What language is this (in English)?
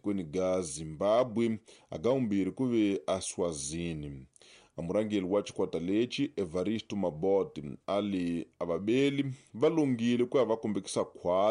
Tsonga